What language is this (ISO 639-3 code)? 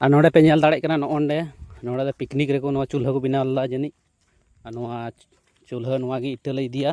sat